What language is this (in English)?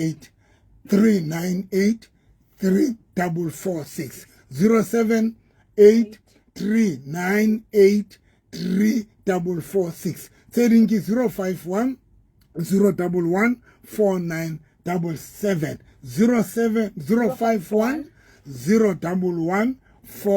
Southern Sotho